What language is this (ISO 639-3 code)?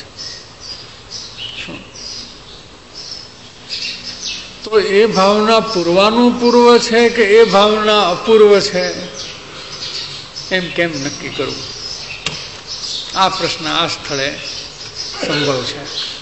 guj